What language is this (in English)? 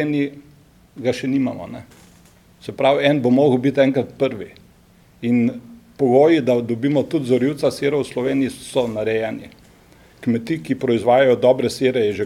Slovenian